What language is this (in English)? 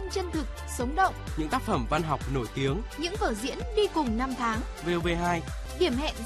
Vietnamese